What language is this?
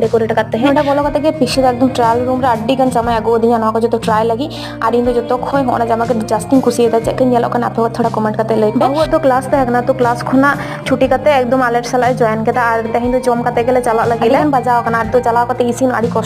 Santali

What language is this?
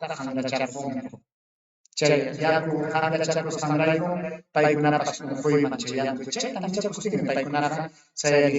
Ayacucho Quechua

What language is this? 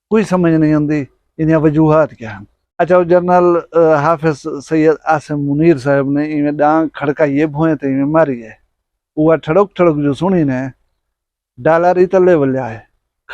Saraiki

